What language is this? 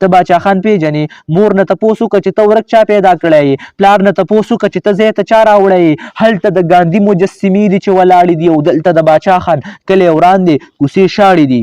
Pashto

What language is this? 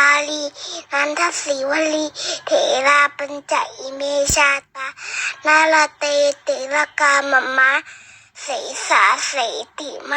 Pali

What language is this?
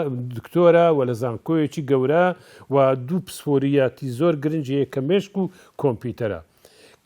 Central Kurdish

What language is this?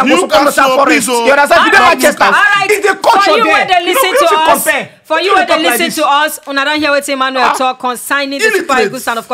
Nigerian Pidgin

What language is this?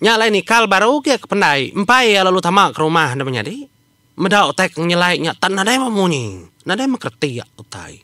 Iban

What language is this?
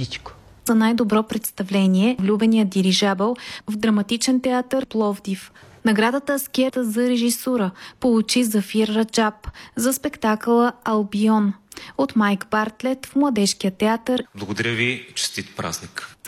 Bulgarian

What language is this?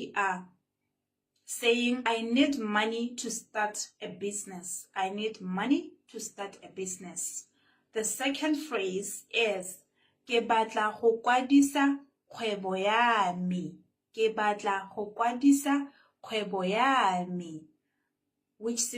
Tswana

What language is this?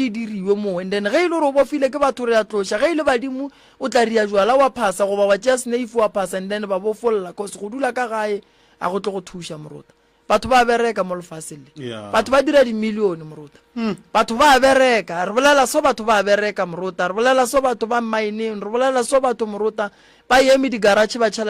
Northern Sotho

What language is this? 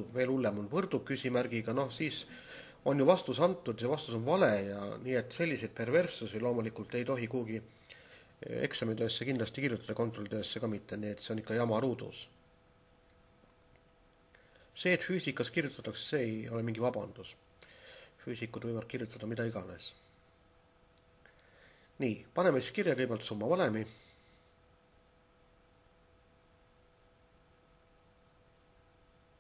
Estonian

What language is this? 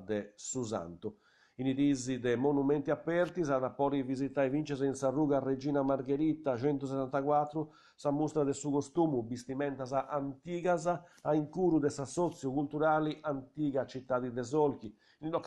Sardinian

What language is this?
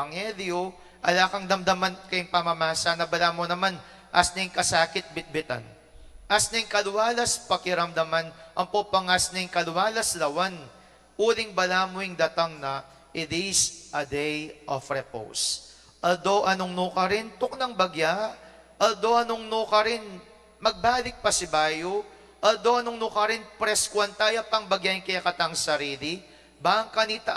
Pampanga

